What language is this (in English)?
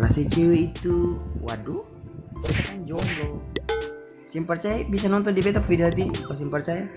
Ambonese Malay